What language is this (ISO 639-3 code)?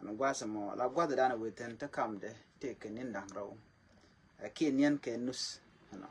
nus